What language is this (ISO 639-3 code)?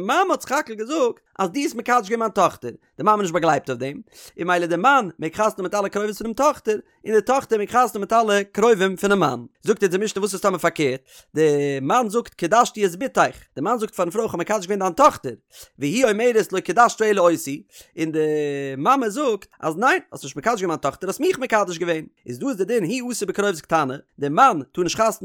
yid